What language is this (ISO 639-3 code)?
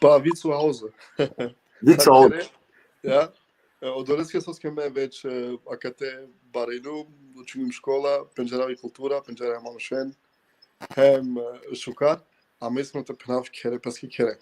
rmn